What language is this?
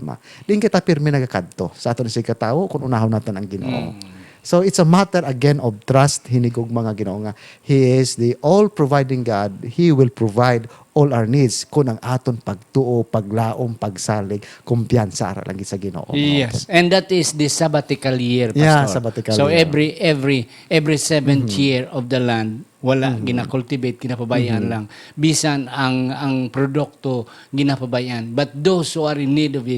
Hiligaynon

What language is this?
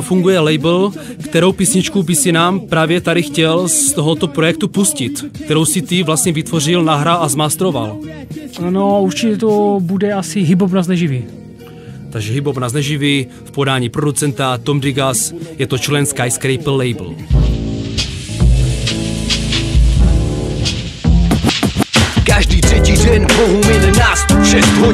Czech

